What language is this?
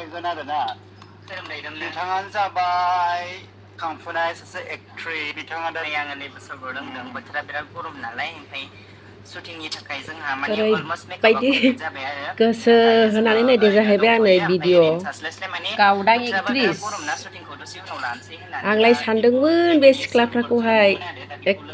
Bodo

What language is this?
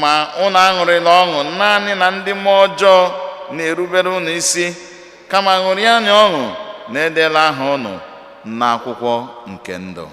Igbo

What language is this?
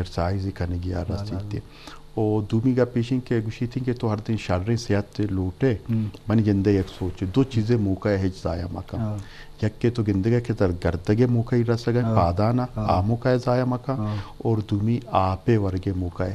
Eastern Balochi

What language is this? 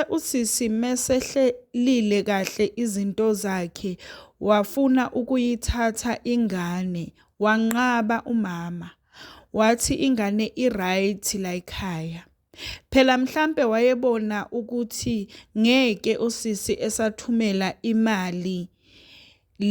Zulu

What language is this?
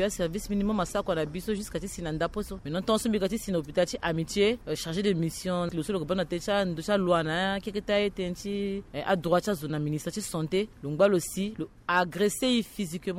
Sango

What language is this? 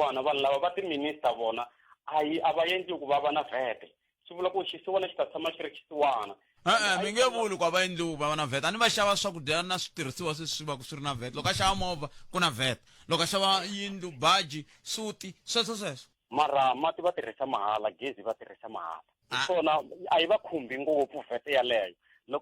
Tsonga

